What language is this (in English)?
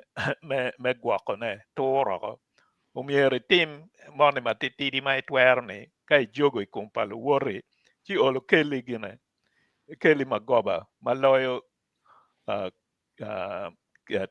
Acoli